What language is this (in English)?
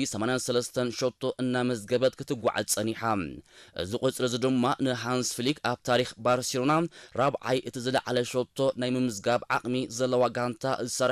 Tigrinya